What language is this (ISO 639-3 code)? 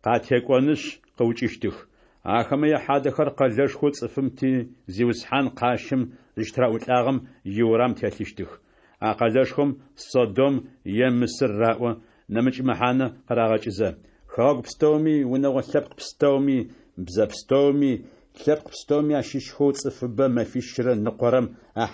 ady